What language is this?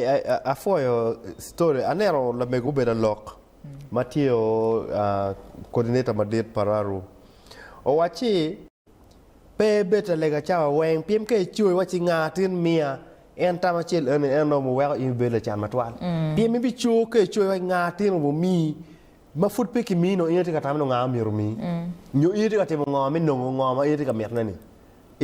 Acoli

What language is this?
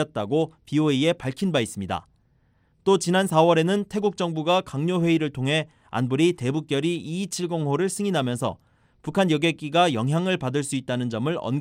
Korean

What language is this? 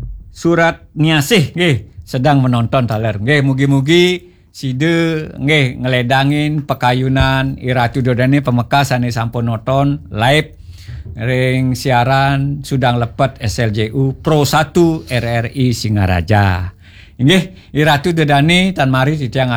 Balinese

